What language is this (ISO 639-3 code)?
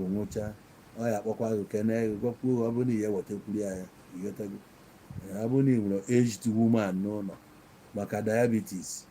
ibo